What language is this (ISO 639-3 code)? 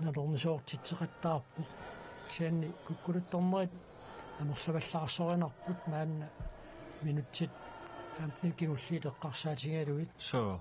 kal